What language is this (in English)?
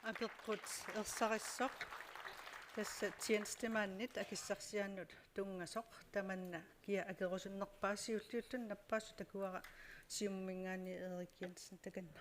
Kalaallisut